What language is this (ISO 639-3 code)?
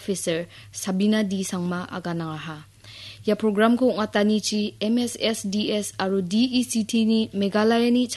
grt